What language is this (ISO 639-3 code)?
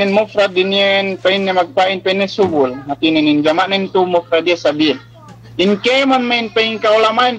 yka